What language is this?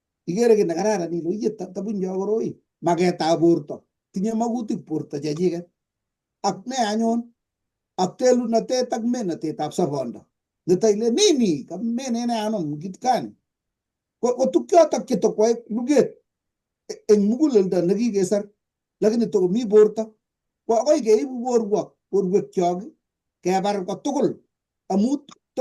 Kalenjin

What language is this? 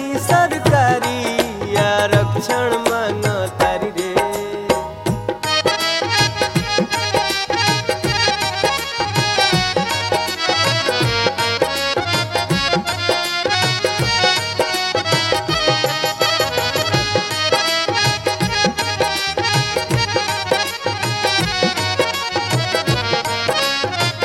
Bhojpuri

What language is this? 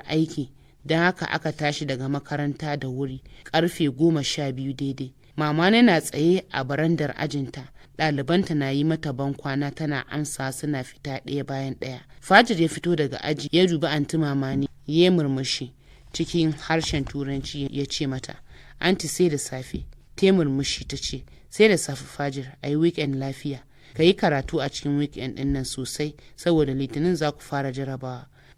Hausa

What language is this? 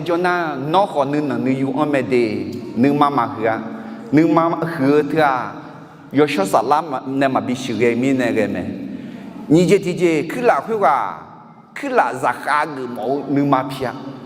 Akha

